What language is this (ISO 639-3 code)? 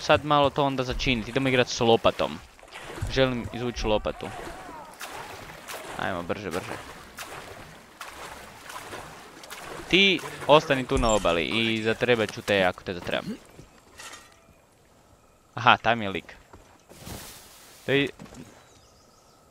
hrv